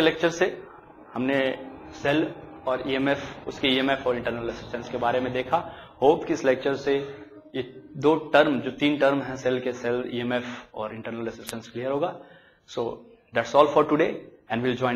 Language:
Hindi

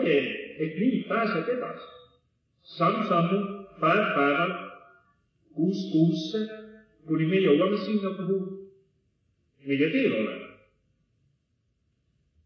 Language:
Estonian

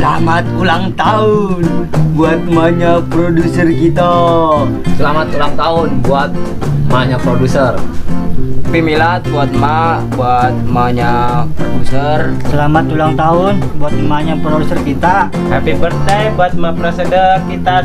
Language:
Betawi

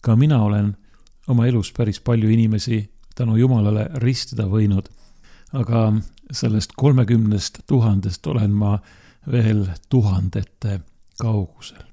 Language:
Estonian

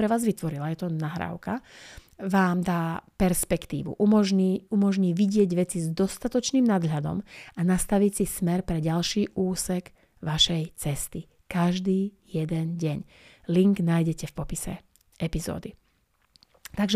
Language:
Slovak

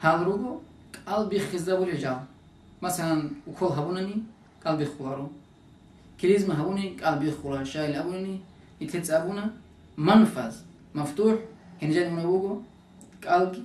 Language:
Avaric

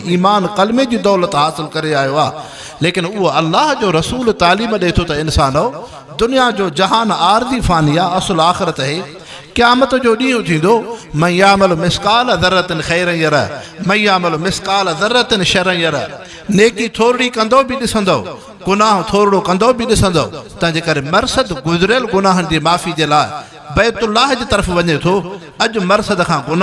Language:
Sindhi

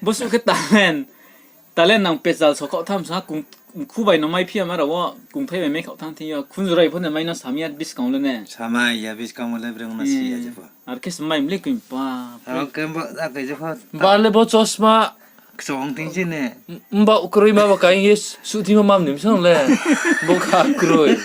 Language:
Riang (India)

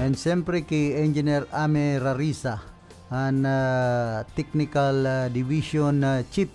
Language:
Bikol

